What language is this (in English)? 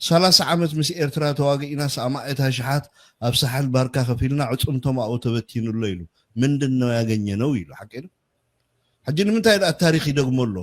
Tigrinya